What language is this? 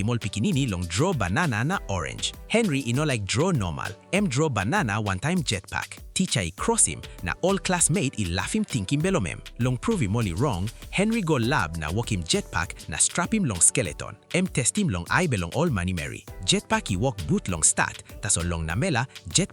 Tok Pisin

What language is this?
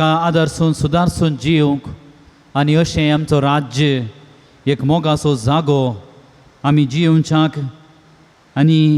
Konkani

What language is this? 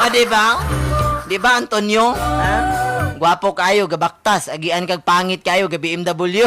Cebuano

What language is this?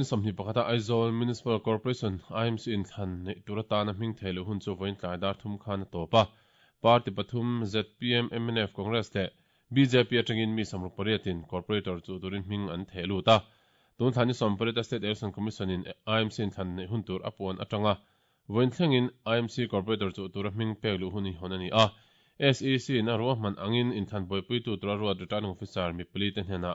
Mizo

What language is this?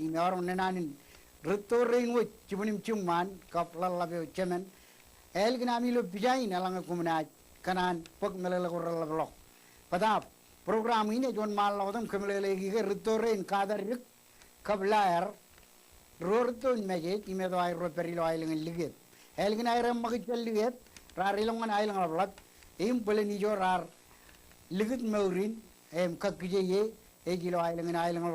Marshallese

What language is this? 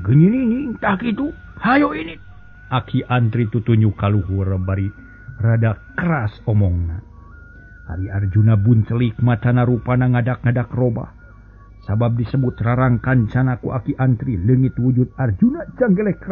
Sundanese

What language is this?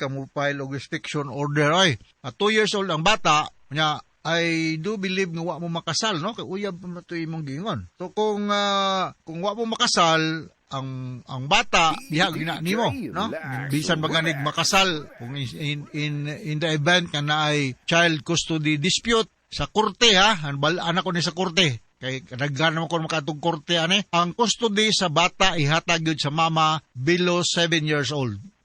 Cebuano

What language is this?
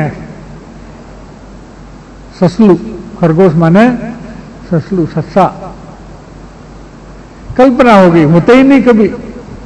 Hindi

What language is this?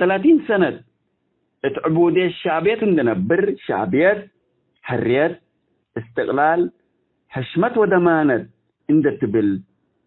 Tigre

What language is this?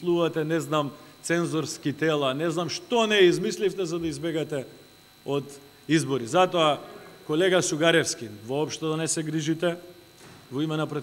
Macedonian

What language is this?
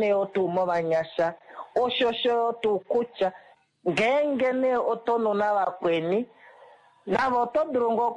Kuanyama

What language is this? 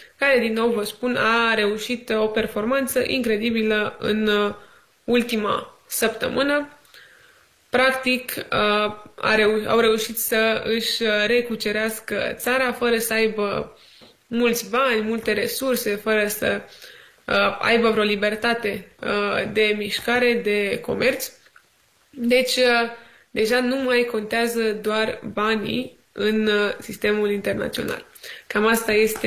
Romanian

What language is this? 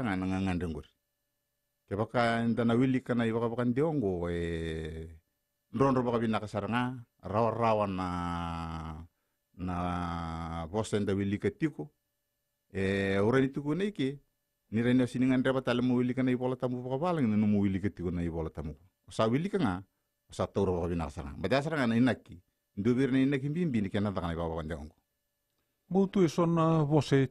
Fijian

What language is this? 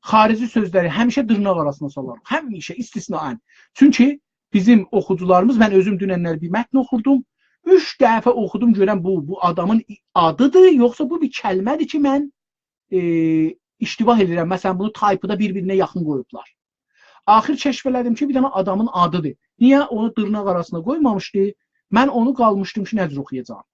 South Azerbaijani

